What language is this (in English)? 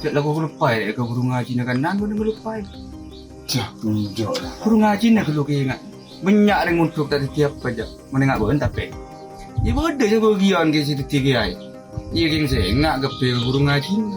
Madurese